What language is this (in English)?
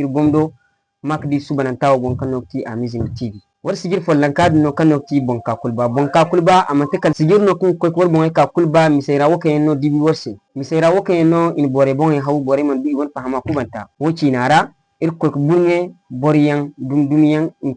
Zarma